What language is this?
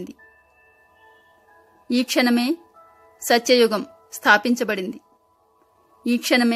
Telugu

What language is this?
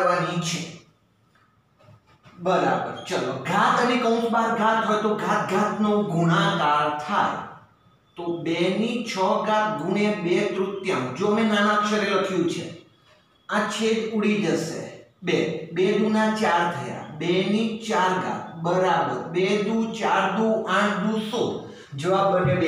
Gujarati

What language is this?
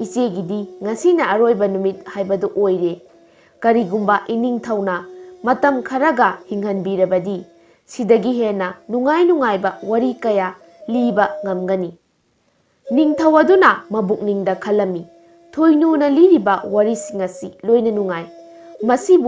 Manipuri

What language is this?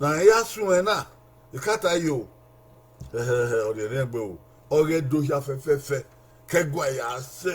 Bini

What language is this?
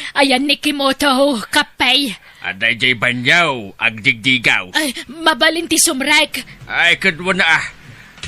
Iloko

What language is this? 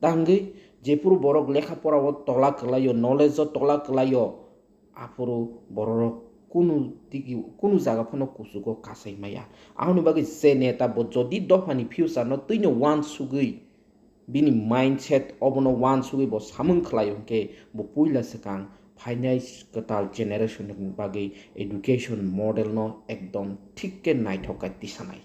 Kok Borok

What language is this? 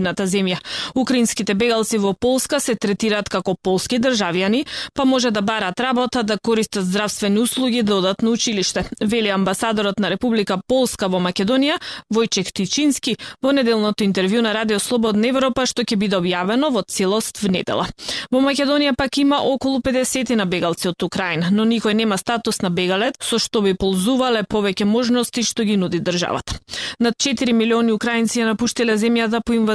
Macedonian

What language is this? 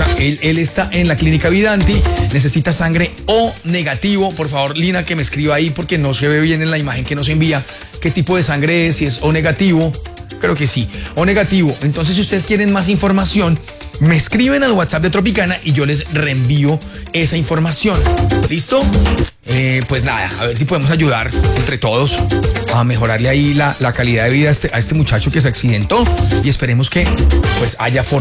Spanish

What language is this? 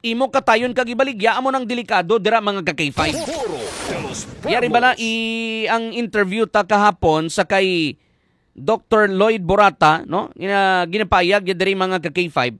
Hiligaynon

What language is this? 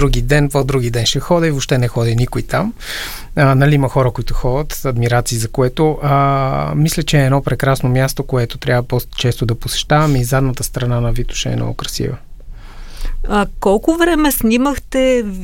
Bulgarian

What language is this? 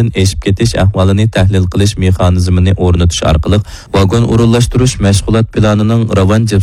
Uyghur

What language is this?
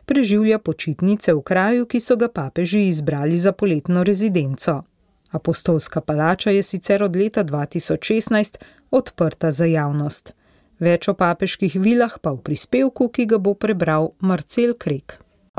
Slovenian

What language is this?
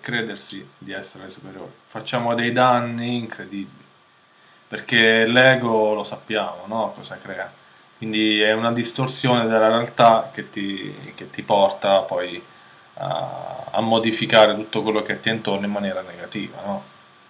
Italian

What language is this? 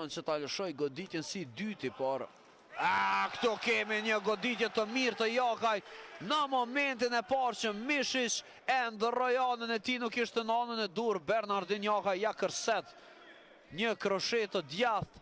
Albanian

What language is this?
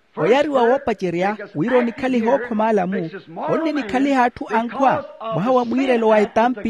Makhuwa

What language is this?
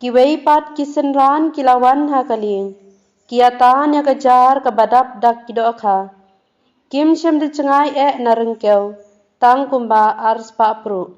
Khasi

